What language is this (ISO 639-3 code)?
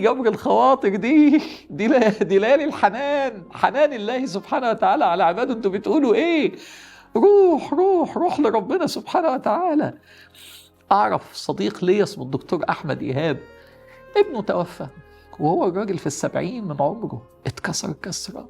arz